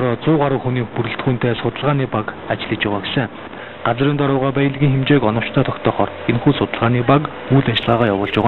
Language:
Mongolian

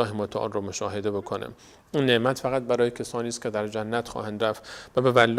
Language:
Persian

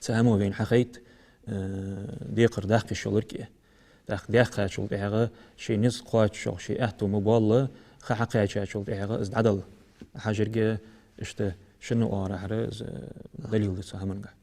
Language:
Ingush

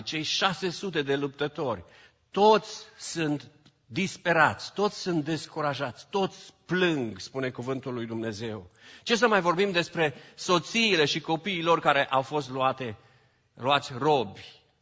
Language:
Romanian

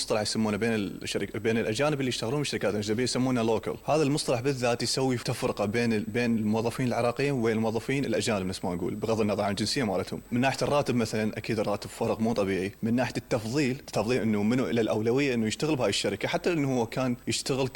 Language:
Mesopotamian Arabic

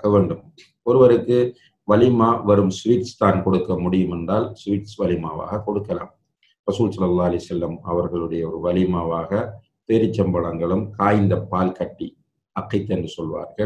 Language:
Tamil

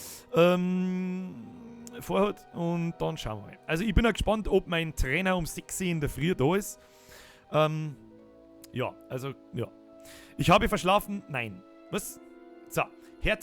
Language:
Bavarian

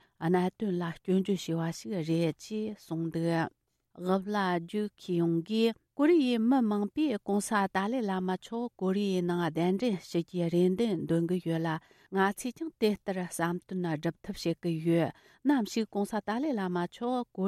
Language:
Tibetan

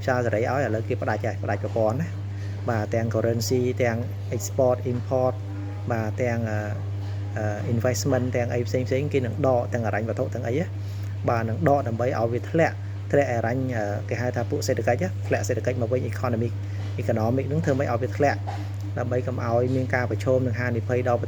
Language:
Khmer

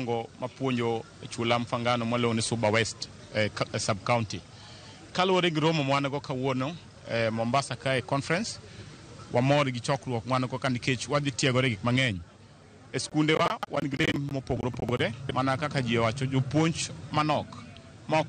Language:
Luo (Kenya and Tanzania)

